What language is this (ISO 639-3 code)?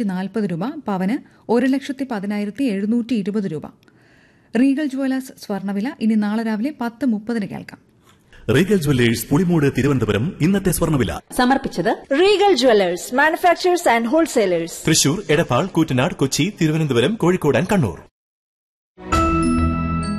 mal